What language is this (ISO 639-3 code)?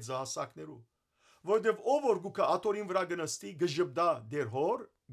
hyw